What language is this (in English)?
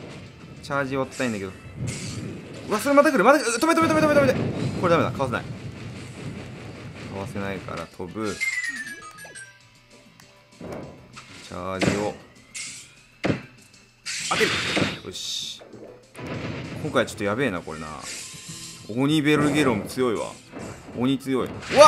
Japanese